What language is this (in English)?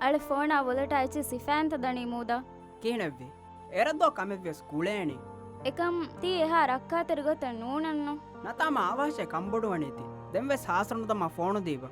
Divehi